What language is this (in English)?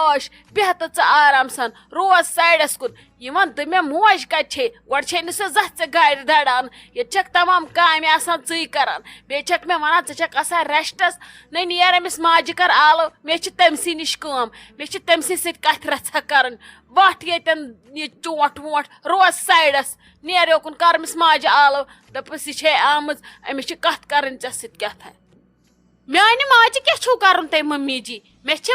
Kashmiri